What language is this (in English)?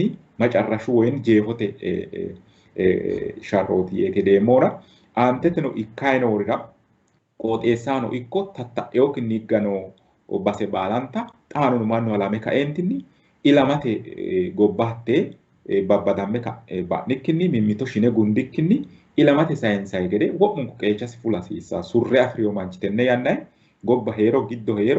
Sidamo